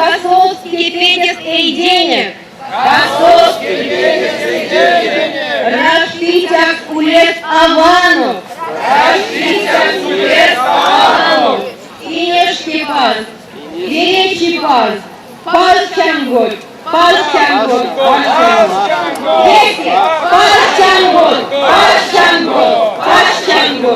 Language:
Erzya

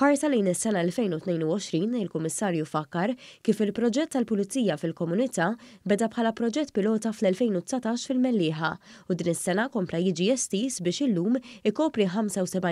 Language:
Maltese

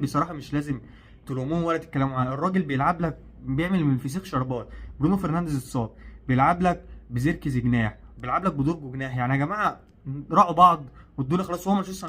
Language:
Egyptian Arabic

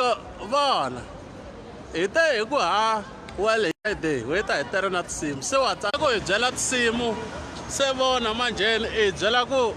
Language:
Tsonga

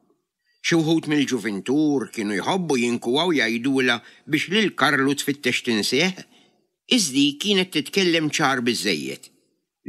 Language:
Maltese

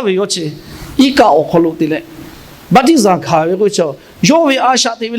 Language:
Lahu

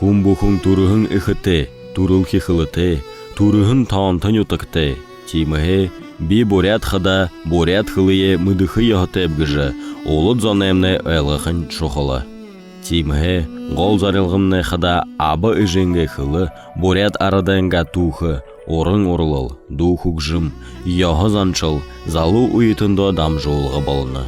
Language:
Buriat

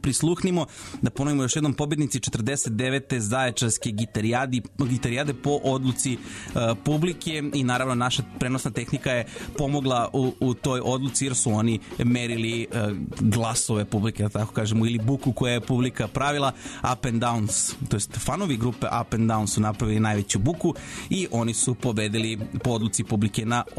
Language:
Serbian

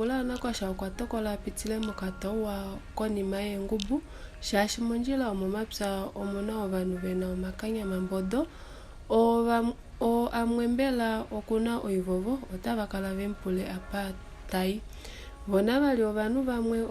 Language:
Kuanyama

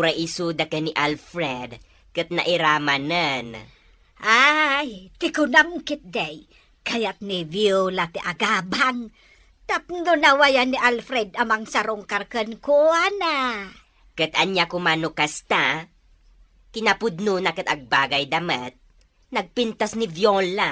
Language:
Iloko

